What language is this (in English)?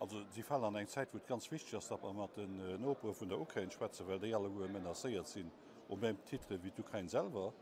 Luxembourgish